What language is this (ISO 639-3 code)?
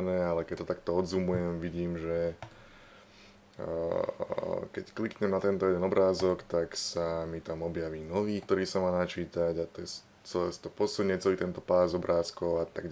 slk